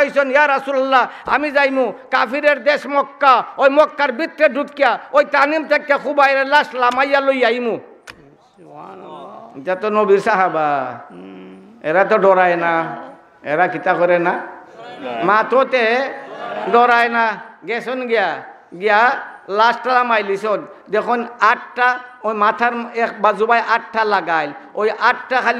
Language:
Sylheti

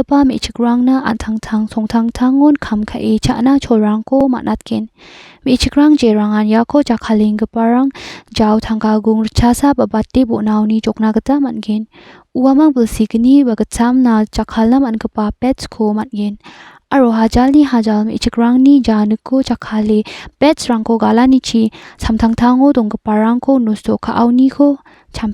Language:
Garo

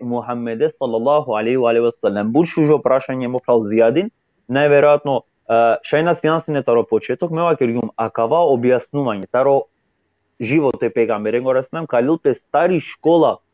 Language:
Balkan Romani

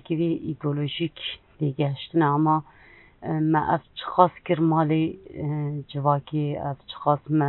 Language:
Kurdish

